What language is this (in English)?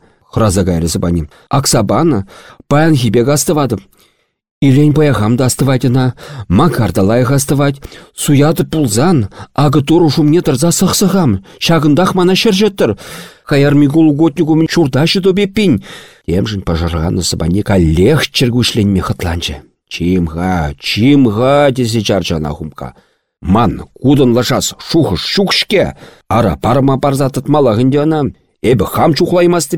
Chuvash